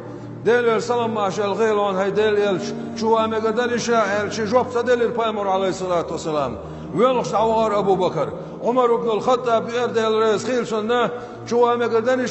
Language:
Chechen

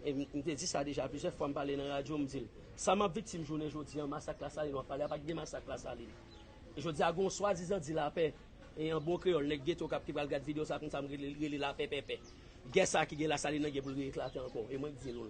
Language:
Haitian Creole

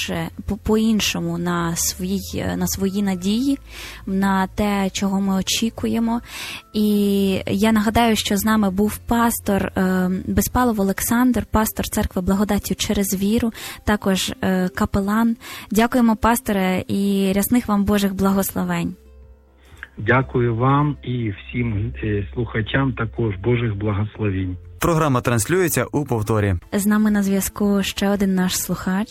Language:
Ukrainian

